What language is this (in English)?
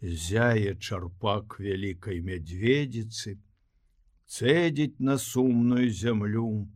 Belarusian